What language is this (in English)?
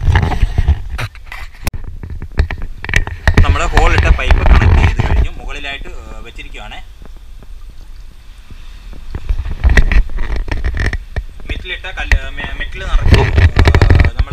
Malayalam